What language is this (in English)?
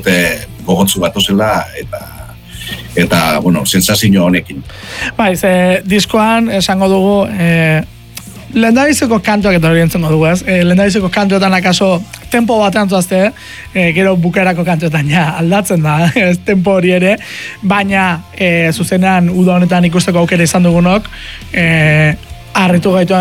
Basque